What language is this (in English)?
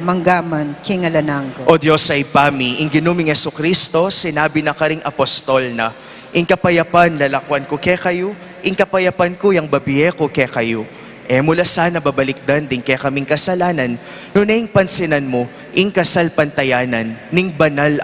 Pampanga